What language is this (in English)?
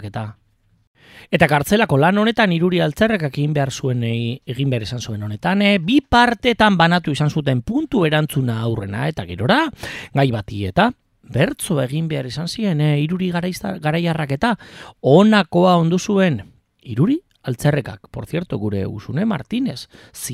Basque